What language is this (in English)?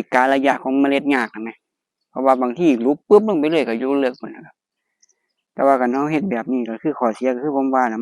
Northeastern Thai